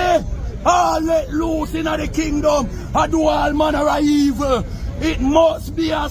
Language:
Jamaican Creole English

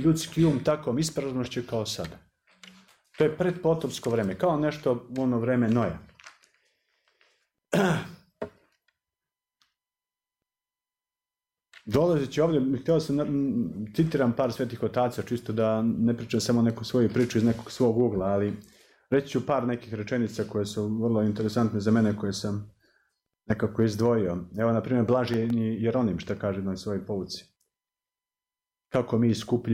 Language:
Serbian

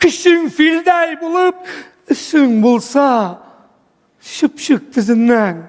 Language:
Tatar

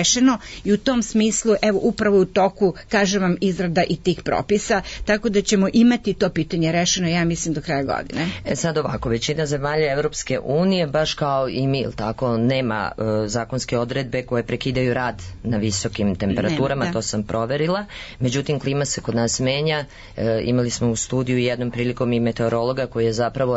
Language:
Serbian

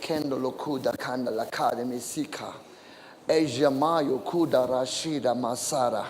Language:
Naga Pidgin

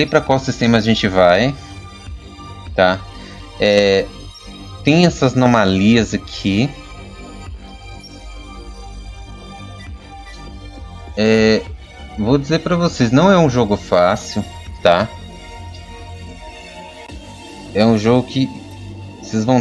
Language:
Portuguese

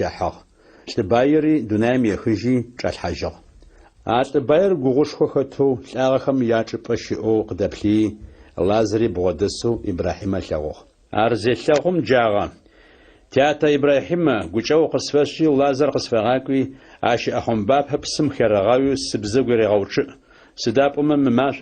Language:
Adyghe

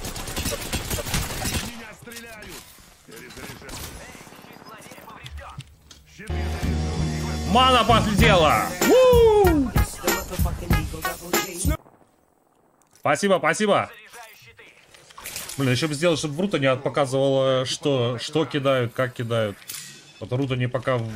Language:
Russian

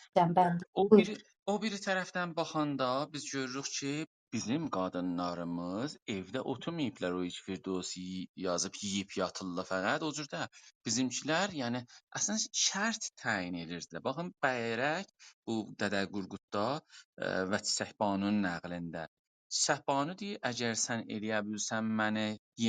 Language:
South Azerbaijani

